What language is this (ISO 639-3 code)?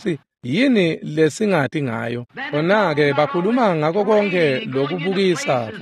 ssw